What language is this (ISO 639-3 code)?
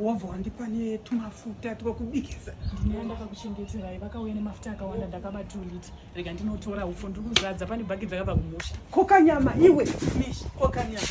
sna